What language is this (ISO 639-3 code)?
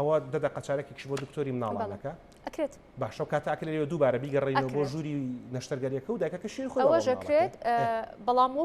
ckb